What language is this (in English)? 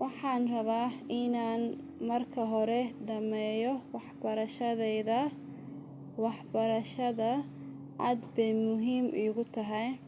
Somali